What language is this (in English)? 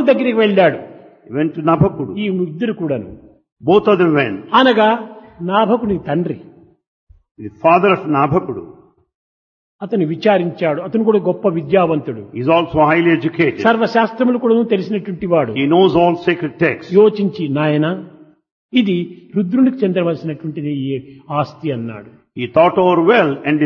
Telugu